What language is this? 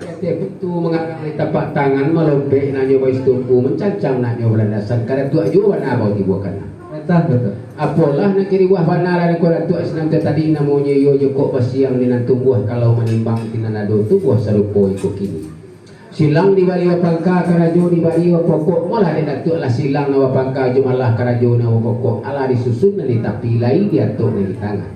Minangkabau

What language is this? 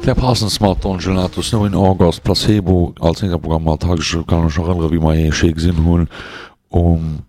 Luxembourgish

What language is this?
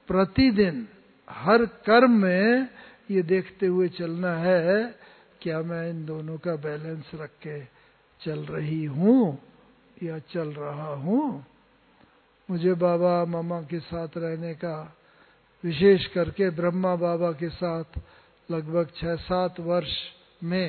Hindi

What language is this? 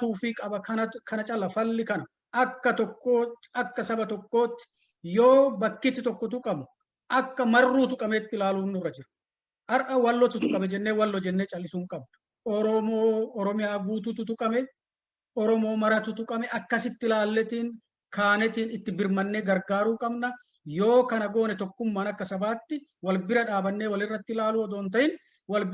Oromo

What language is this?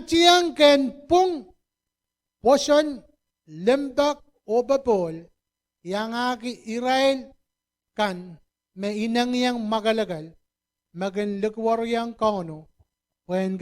Pohnpeian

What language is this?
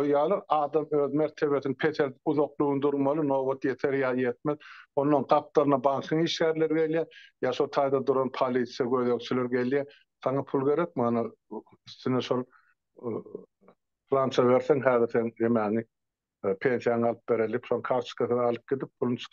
Turkmen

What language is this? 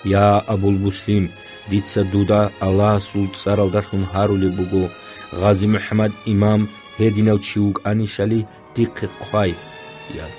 Avaric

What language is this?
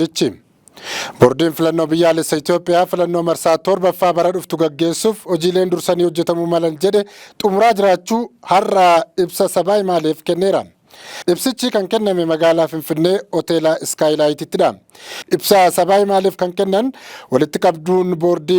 Oromo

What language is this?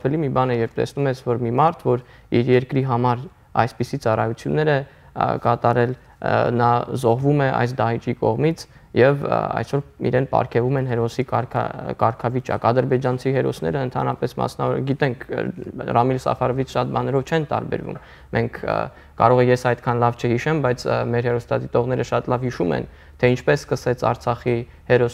Armenian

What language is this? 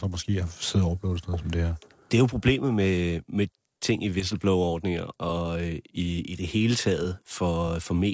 Danish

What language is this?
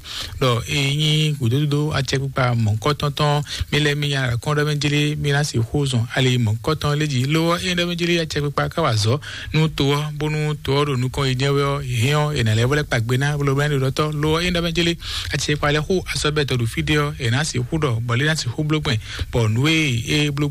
Fon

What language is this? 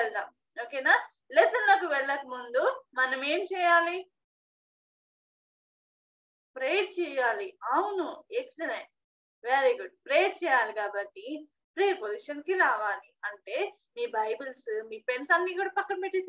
Telugu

